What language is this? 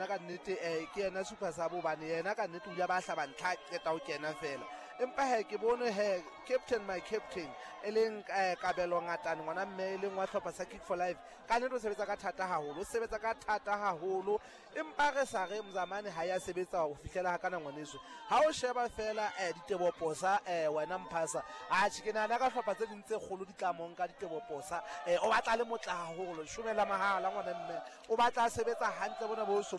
Southern Sotho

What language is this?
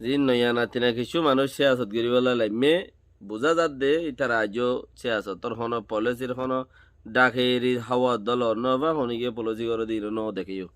Rohingya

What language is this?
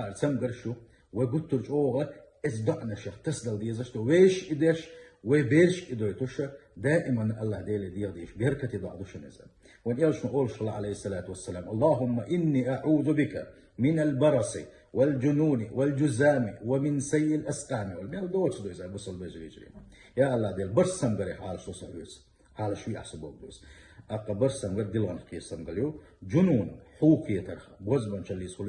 Chechen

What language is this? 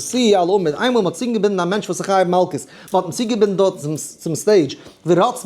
Yiddish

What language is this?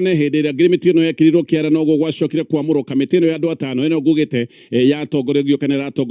Kikuyu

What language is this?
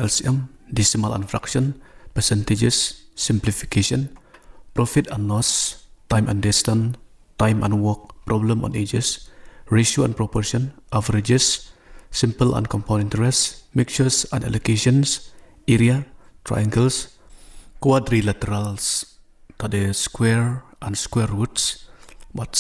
Khasi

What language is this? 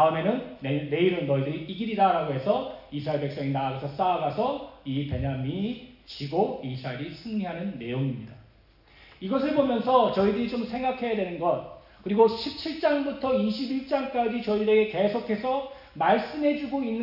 Korean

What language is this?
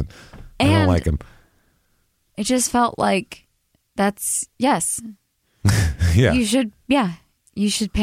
English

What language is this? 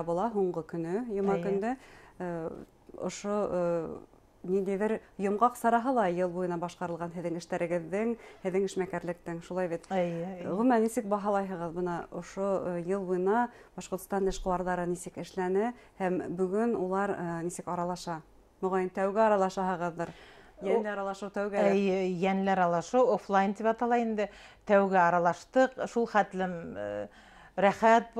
Bashkir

